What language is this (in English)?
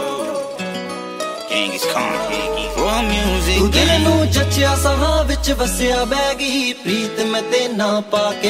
Punjabi